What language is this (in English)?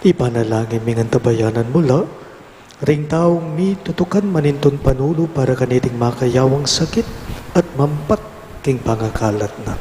Pampanga